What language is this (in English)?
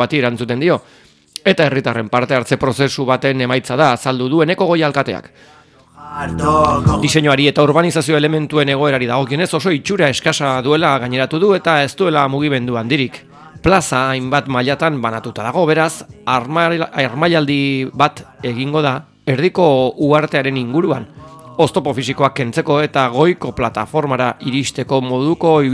Basque